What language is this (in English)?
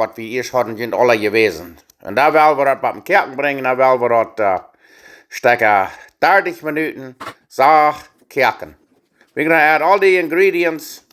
Plautdietsch